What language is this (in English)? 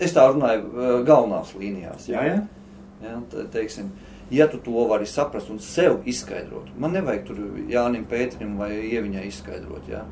Latvian